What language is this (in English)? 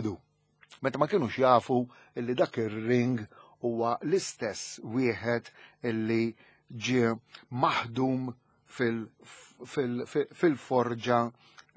Maltese